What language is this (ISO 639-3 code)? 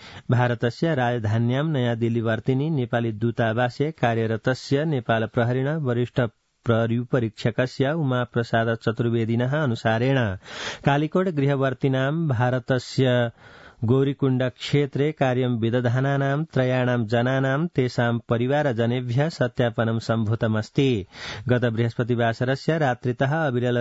san